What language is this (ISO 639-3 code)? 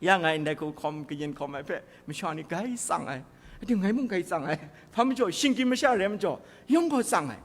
kac